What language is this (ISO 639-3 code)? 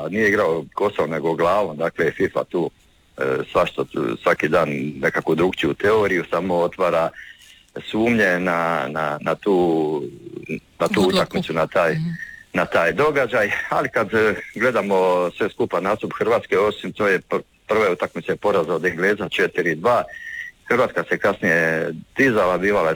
hrv